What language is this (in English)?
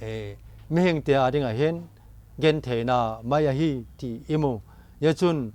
Vaiphei